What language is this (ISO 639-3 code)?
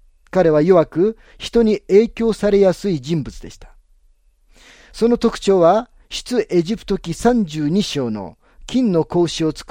jpn